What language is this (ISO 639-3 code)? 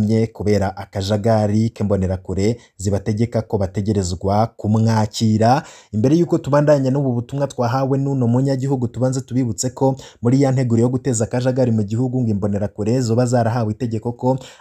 run